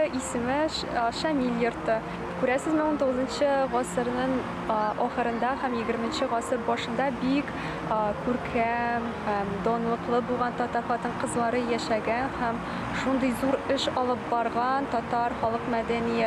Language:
Tatar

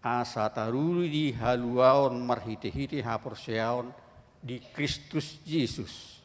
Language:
Batak Toba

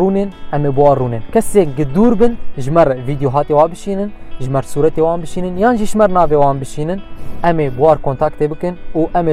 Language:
Kurdish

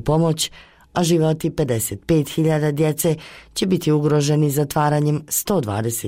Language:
Bosnian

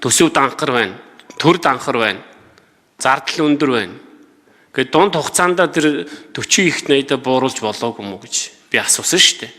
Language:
Mongolian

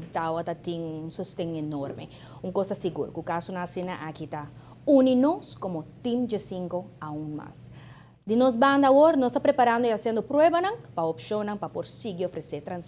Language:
Papiamento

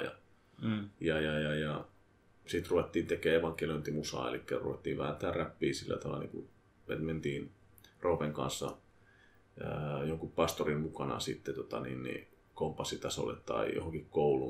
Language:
Finnish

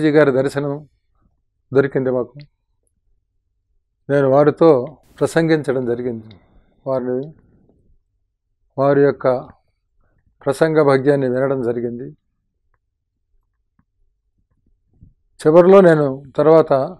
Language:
Telugu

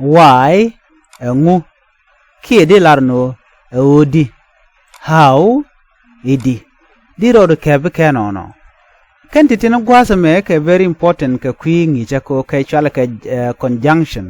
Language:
Nuer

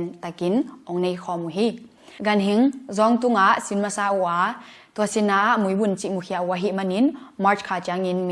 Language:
Tedim Chin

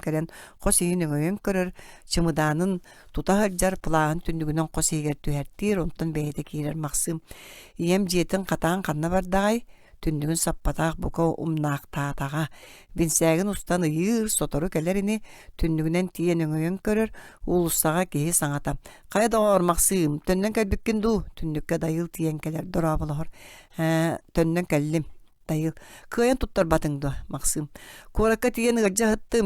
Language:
Yakut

